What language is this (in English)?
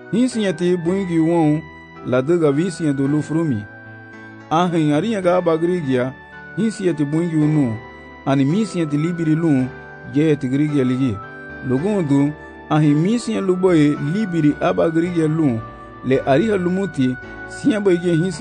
Garifuna